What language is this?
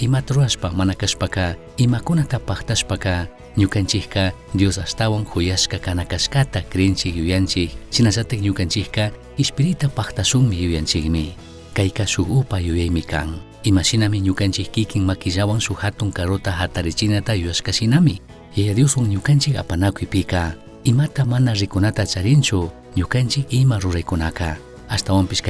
Chimborazo Highland Quichua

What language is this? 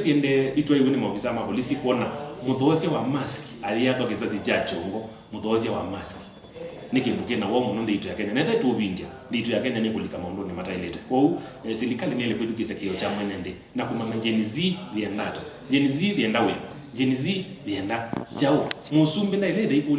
Kamba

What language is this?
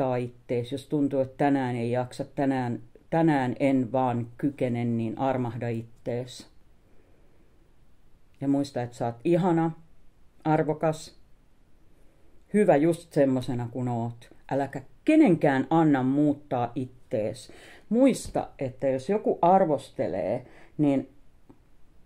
Finnish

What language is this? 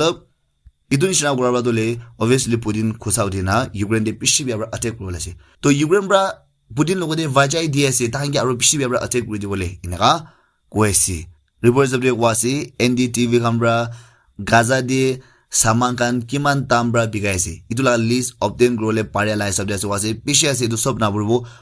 Naga Pidgin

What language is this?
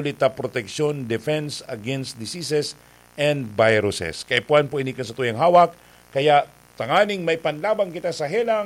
Bikol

